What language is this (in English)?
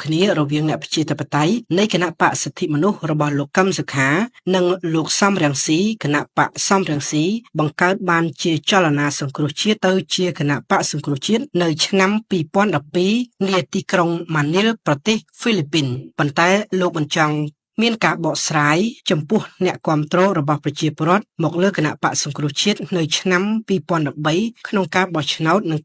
Khmer